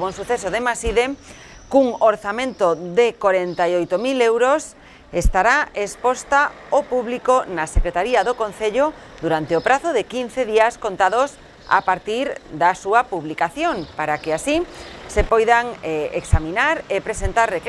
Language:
Galician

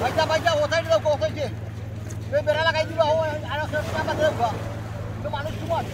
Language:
Sylheti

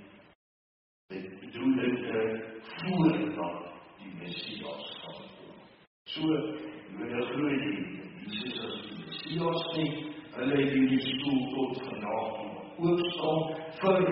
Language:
Afrikaans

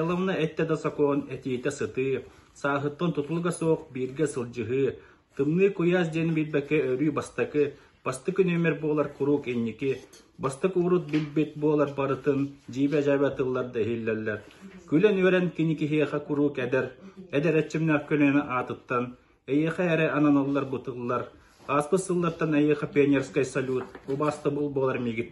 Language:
Yakut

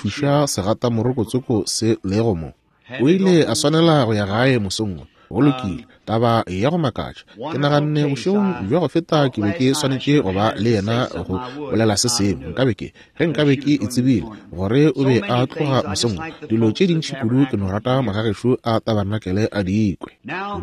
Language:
Northern Sotho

